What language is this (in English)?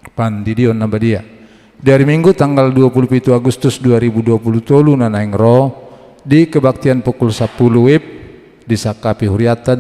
Batak Toba